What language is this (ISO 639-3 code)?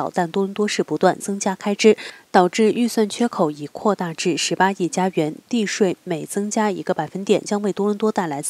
zho